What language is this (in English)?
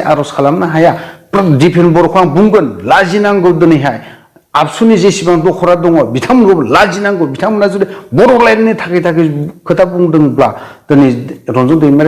Bodo